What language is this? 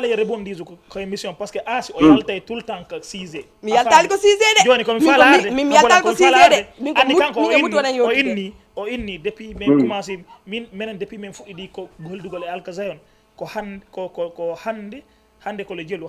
Fula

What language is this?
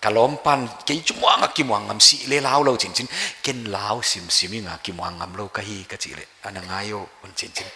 Paite Chin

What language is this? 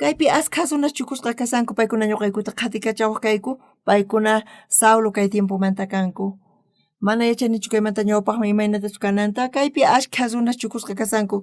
South Bolivian Quechua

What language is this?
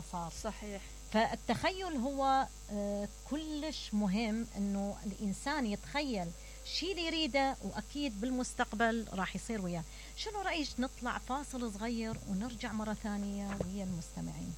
Mesopotamian Arabic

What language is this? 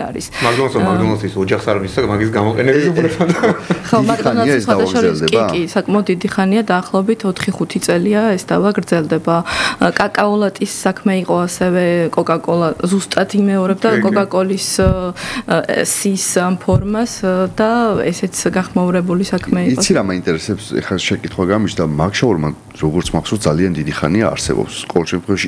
Georgian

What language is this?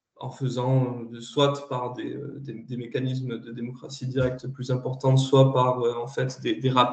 French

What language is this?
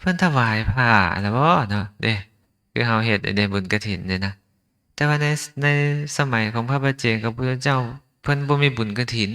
Lao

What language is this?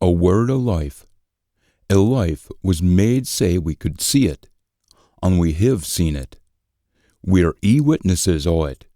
Scots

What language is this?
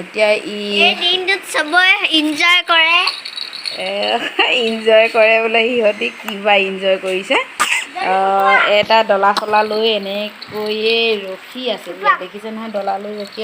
Assamese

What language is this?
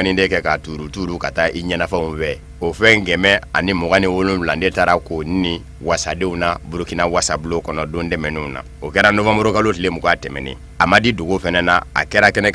Bambara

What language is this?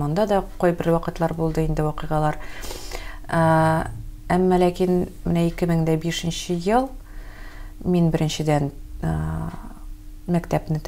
Tatar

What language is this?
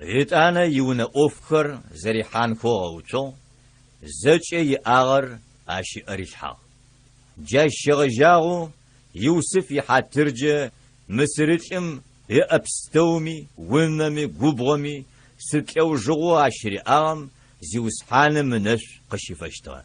Adyghe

